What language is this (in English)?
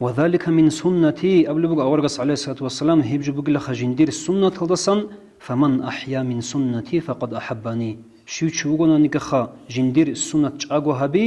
Avaric